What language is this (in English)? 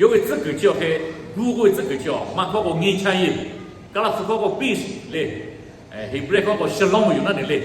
Lahu